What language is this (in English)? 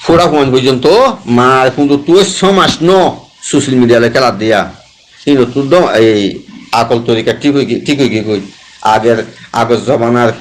Rohingya